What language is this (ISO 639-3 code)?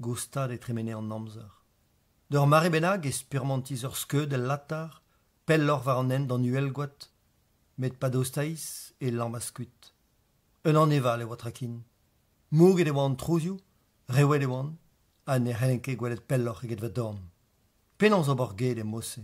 bre